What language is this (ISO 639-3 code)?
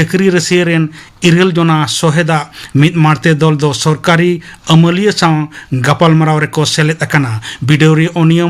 sat